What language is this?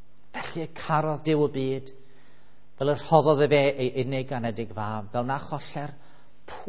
Welsh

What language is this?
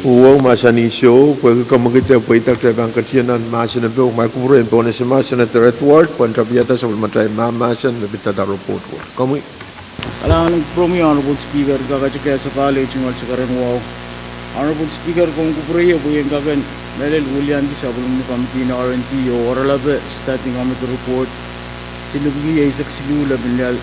Pohnpeian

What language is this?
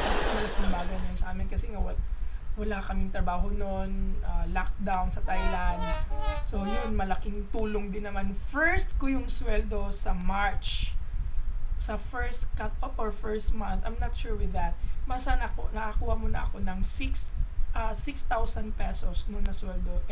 Filipino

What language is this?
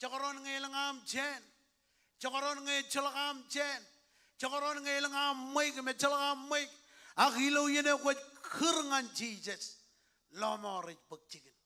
Marshallese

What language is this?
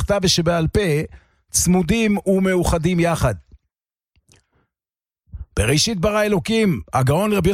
Hebrew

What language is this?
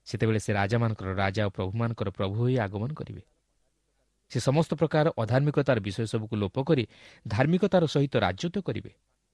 Odia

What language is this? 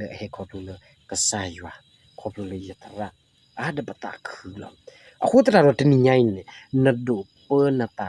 S'gaw Karen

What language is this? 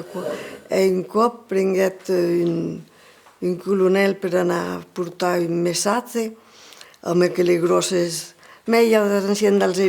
Occitan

